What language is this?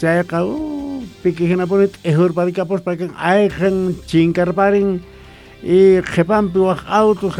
Quechua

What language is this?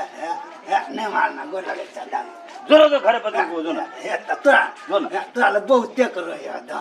Maithili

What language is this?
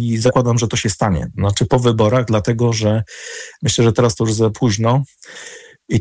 Polish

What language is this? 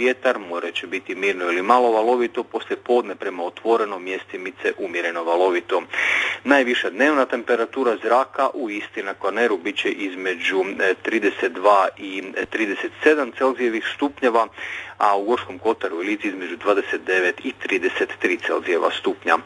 Croatian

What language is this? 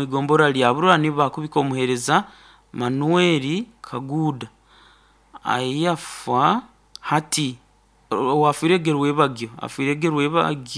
Nyankole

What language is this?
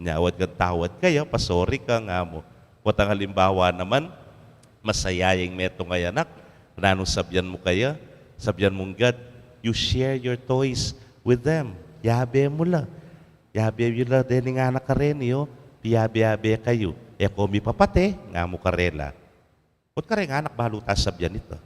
Pampanga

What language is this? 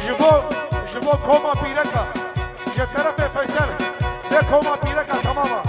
Kurdish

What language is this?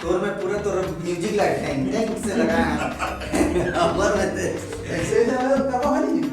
Chhattisgarhi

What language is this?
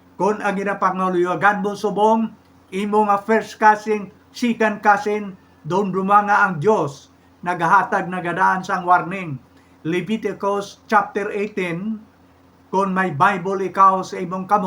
Hiligaynon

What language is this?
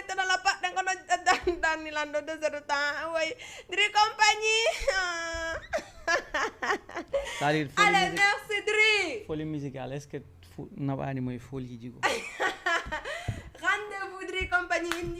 Fula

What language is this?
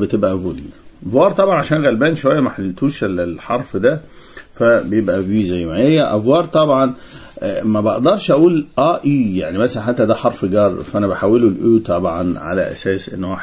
Egyptian Arabic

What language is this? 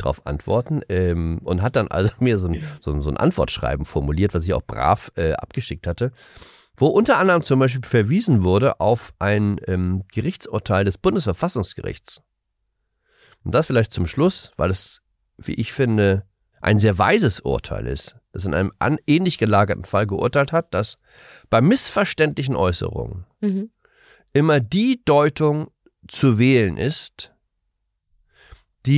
German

